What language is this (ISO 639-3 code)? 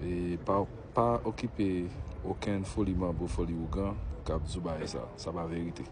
hat